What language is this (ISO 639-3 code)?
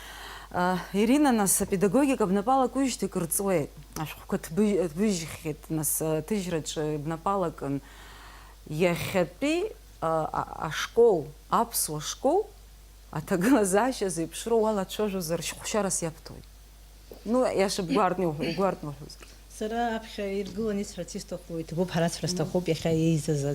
abk